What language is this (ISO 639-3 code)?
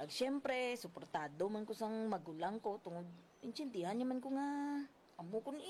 hil